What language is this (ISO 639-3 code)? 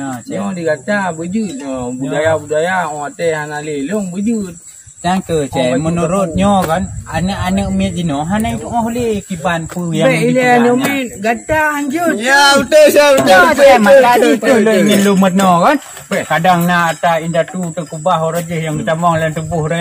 ace